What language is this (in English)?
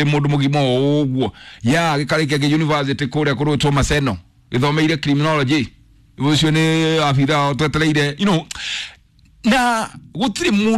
Kikuyu